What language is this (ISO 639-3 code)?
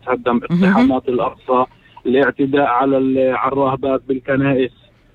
apc